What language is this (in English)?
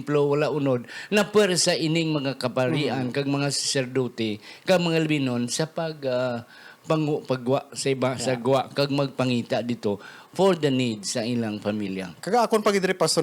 Hiligaynon